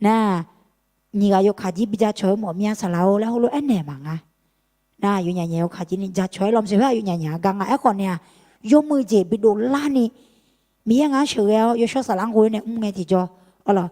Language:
Akha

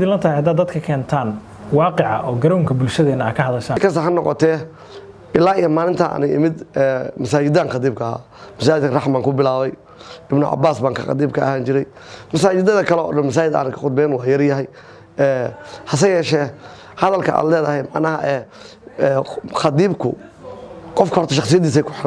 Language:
Somali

